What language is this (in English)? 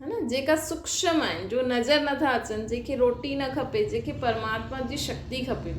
Sindhi